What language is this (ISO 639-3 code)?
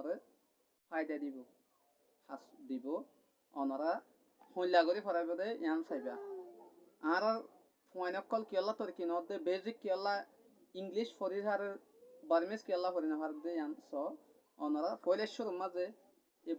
rhg